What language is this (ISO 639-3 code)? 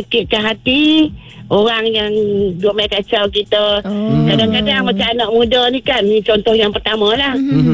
msa